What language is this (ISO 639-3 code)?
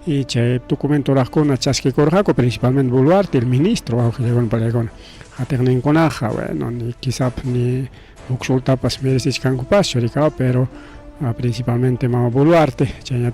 quy